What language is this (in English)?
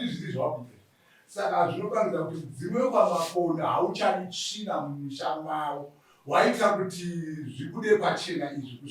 Shona